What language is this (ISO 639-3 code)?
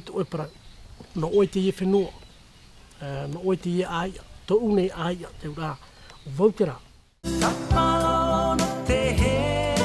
tah